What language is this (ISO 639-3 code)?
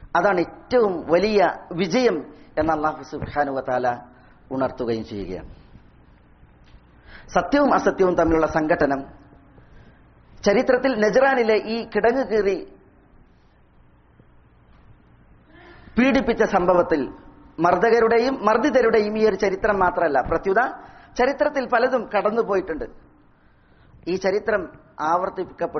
mal